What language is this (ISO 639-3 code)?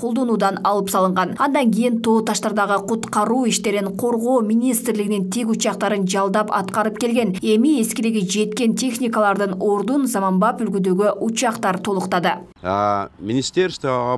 kir